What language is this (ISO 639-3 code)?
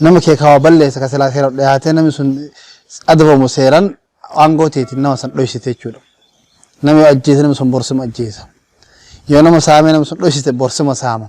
orm